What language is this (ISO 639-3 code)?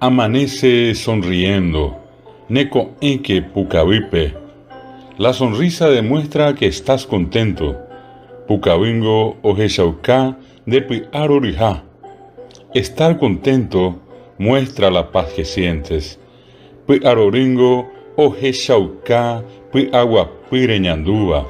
grn